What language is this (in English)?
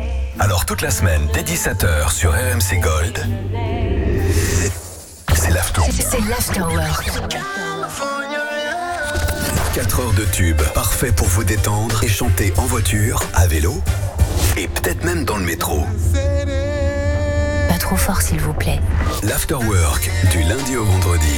French